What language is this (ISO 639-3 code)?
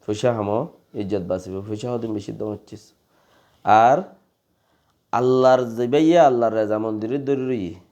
rhg